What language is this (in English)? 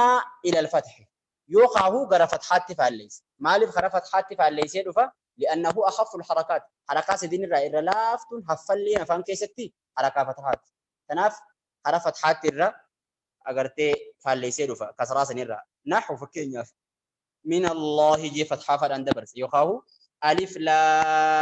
Oromo